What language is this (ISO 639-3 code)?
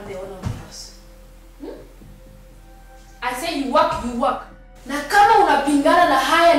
swa